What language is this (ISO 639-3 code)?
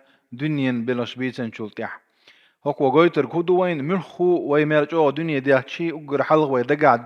che